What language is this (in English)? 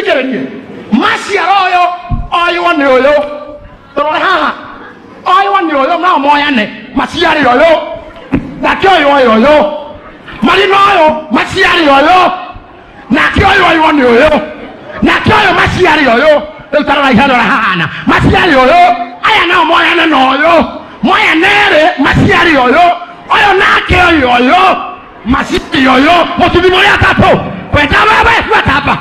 Kikuyu